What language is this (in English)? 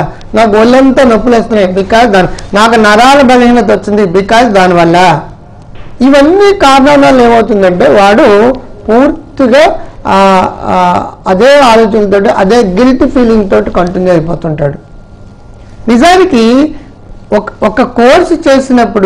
Telugu